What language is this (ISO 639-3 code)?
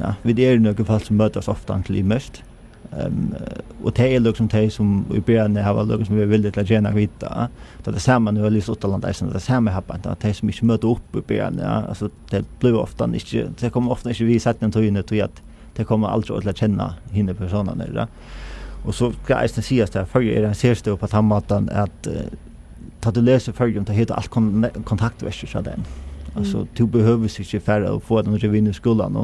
fao